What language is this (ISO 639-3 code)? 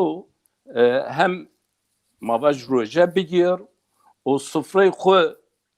zza